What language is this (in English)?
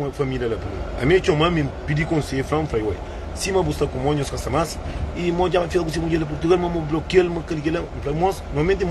Kabuverdianu